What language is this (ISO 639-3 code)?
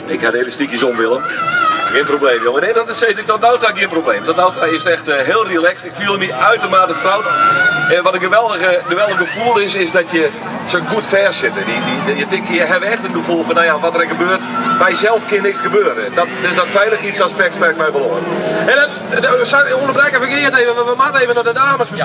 fry